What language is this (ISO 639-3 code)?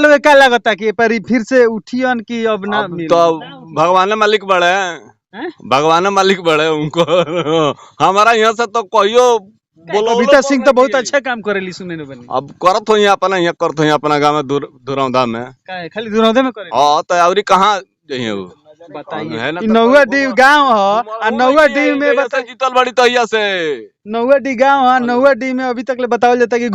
bho